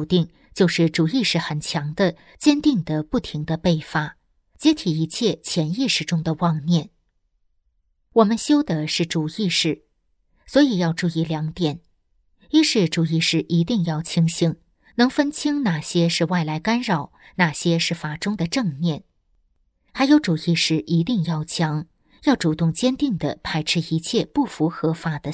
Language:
Chinese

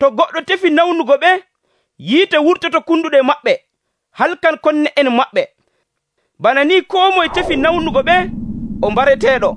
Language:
Nigerian Fulfulde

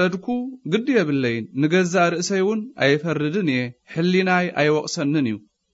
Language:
Tigrinya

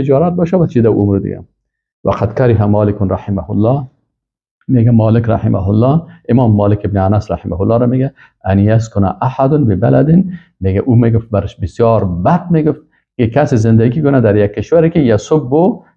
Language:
Persian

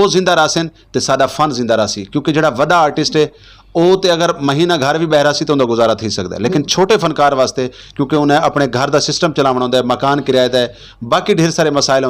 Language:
Saraiki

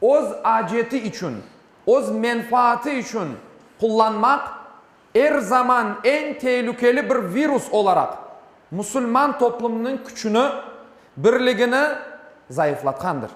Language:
Crimean Tatar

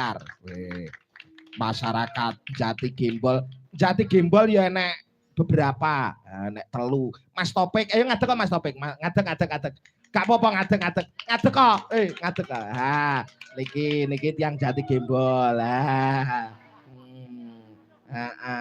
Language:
Javanese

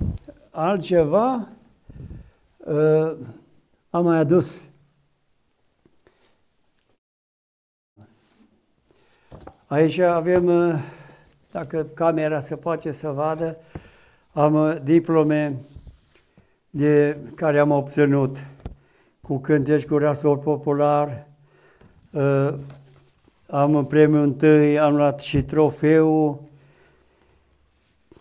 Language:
Romanian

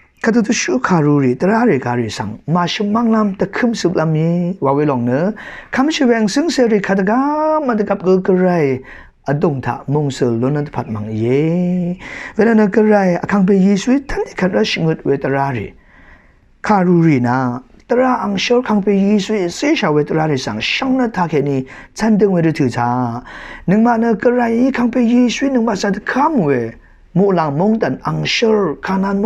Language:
Rawang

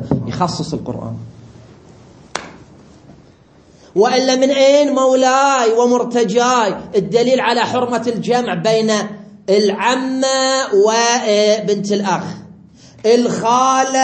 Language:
Arabic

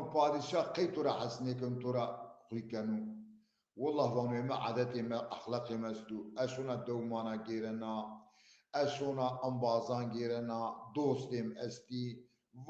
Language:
Zaza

